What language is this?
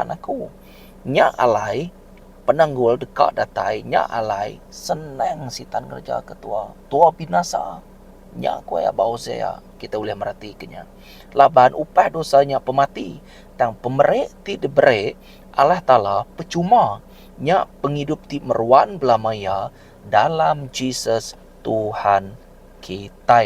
Iban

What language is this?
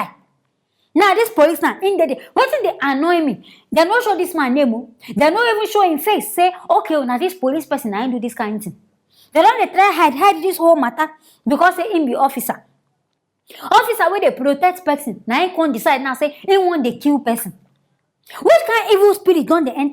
Nigerian Pidgin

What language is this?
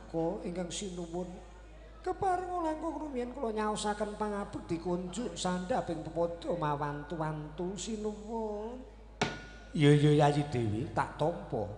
Javanese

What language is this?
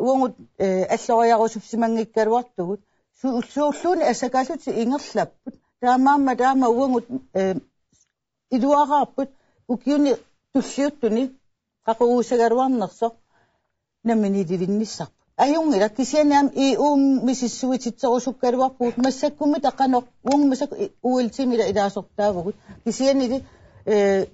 Kalaallisut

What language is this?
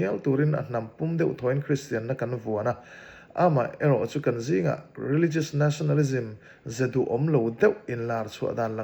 Mizo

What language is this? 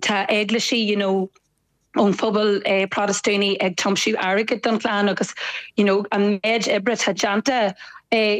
Irish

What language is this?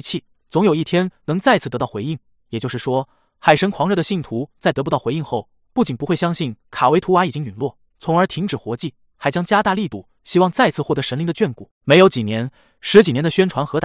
Chinese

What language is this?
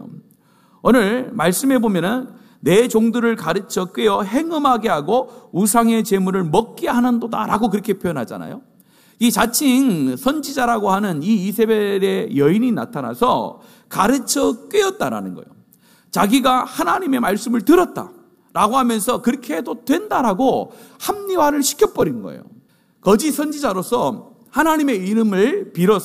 Korean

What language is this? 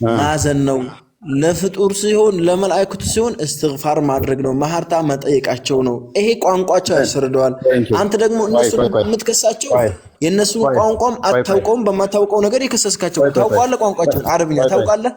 Amharic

